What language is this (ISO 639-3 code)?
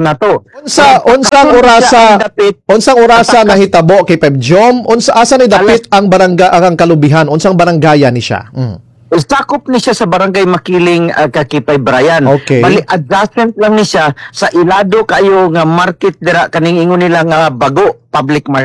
ceb